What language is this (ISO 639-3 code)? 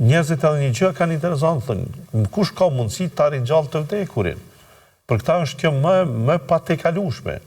sqi